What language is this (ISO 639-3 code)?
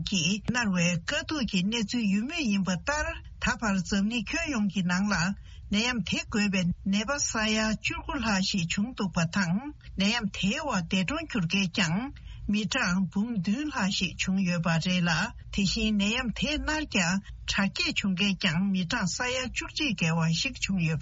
bod